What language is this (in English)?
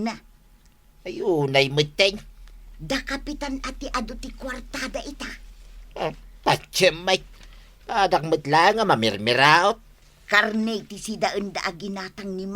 Iloko